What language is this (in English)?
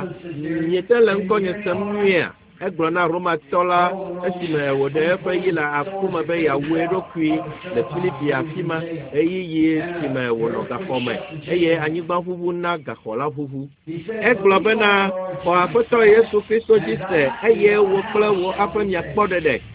Ewe